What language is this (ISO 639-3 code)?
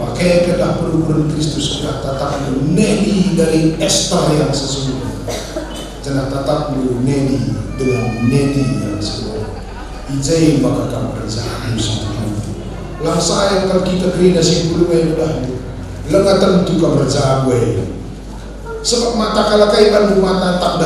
btx